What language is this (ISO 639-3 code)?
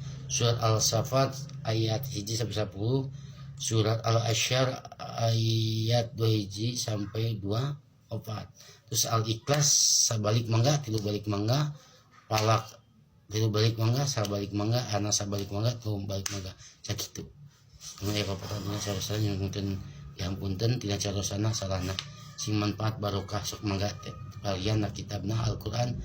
sun